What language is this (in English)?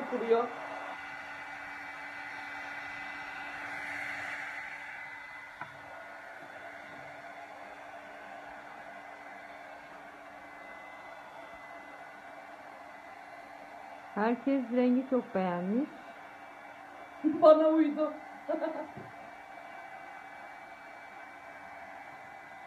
Turkish